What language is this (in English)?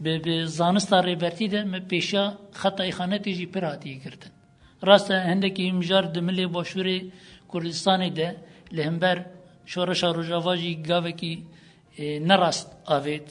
Kurdish